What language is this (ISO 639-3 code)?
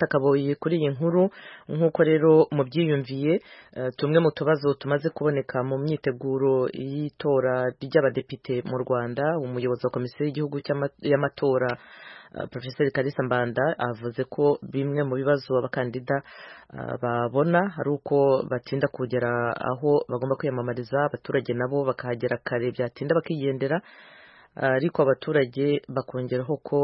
kin